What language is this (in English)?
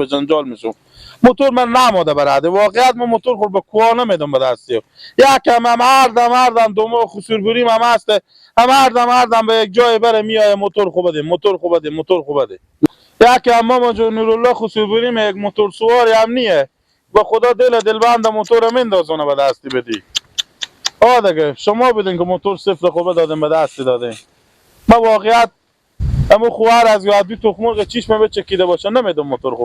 Persian